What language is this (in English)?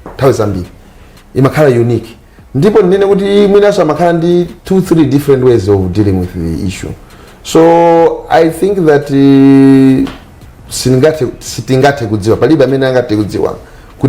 Nyanja